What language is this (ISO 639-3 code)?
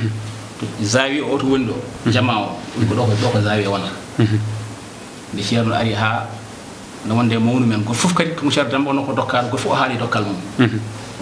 ful